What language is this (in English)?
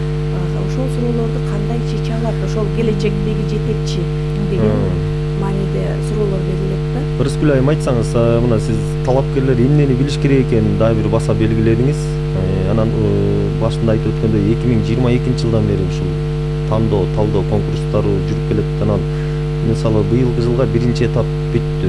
Kyrgyz